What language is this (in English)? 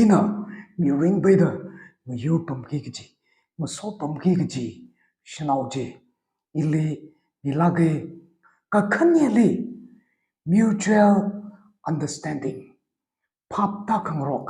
Tangkhul Naga (India)